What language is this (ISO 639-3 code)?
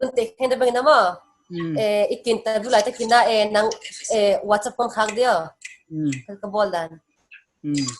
pck